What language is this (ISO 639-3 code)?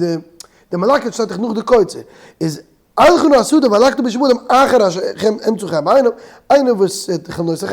yid